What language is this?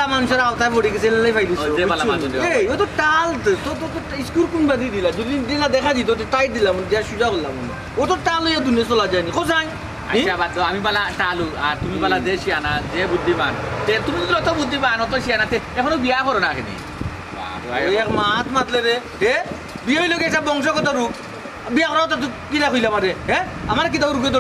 Sylheti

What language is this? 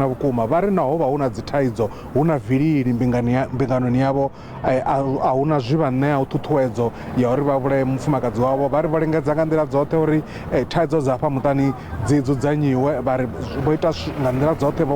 Venda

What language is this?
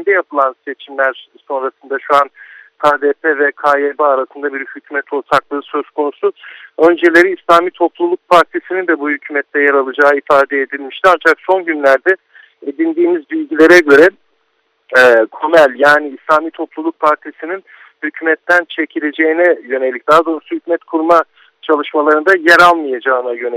Turkish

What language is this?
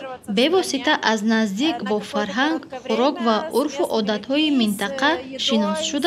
Tajik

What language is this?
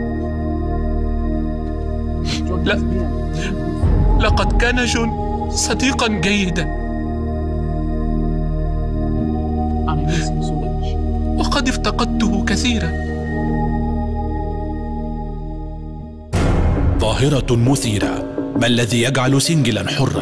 Egyptian Arabic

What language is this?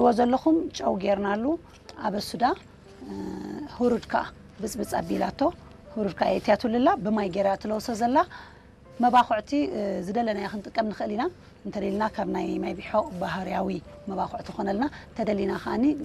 Tigrinya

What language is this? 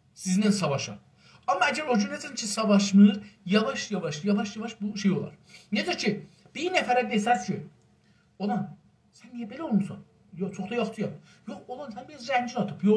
South Azerbaijani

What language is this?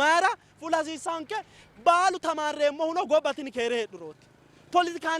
Sidamo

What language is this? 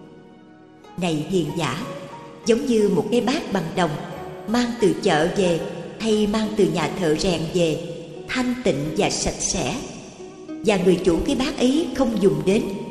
Vietnamese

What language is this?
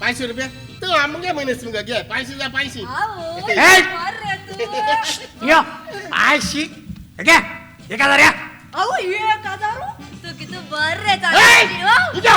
Konkani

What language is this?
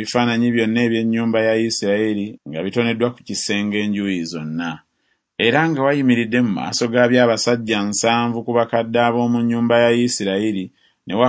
Ganda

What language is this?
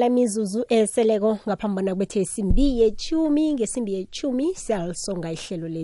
South Ndebele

